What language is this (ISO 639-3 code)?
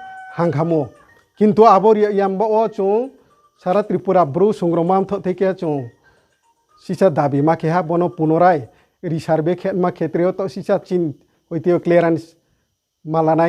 ria